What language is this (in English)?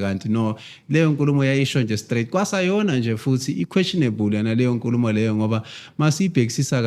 Zulu